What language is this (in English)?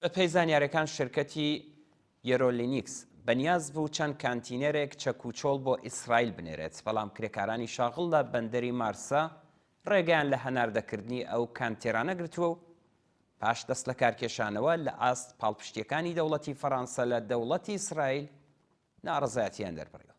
Central Kurdish